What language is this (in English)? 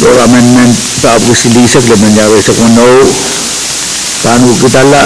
Pohnpeian